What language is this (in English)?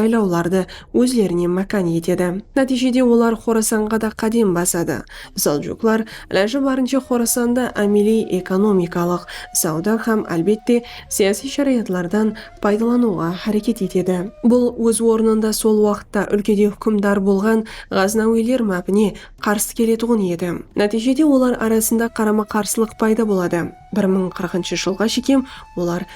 Kara-Kalpak